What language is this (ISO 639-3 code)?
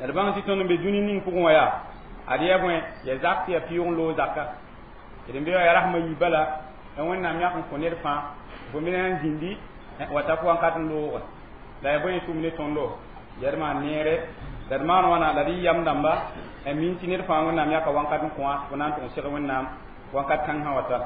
mos